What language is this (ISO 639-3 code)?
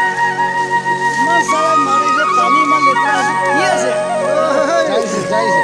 nag